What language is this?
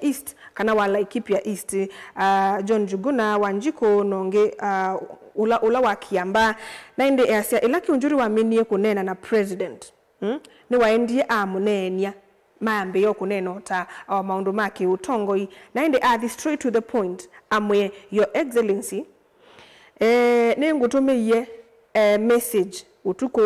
Kamba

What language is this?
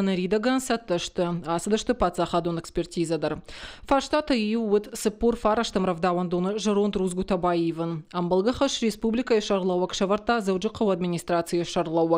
Ossetic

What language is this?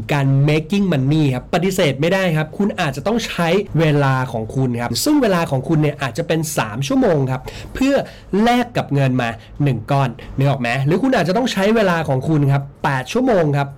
Thai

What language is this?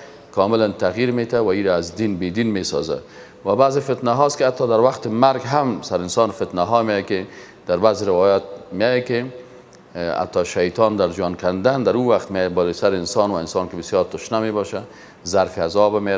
Persian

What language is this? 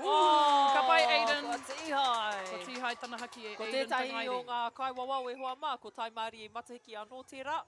Māori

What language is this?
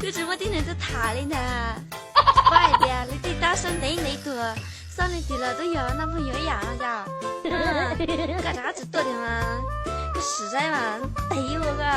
Hmong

